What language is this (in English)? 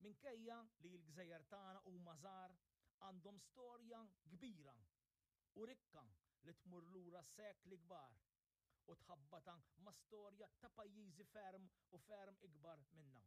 Maltese